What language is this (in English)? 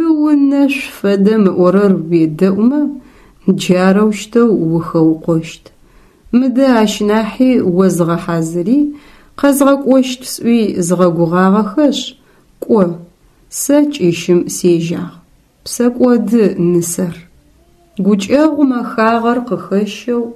Adyghe